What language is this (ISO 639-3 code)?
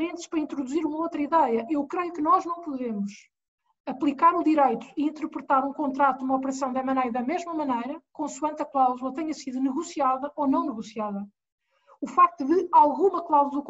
por